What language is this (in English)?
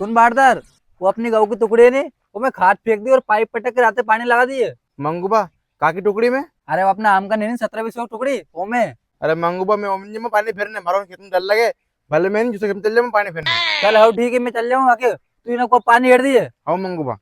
Rajasthani